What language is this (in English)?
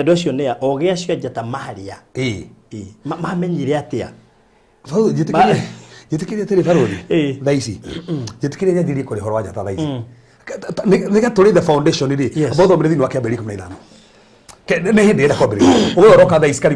Kikuyu